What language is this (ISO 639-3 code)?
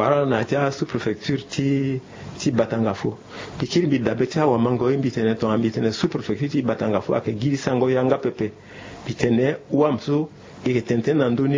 sag